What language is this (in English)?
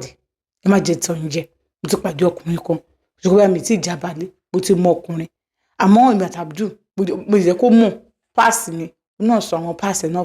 Yoruba